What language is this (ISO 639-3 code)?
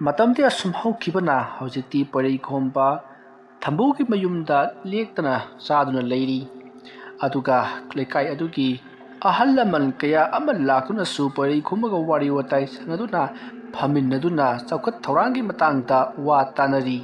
mni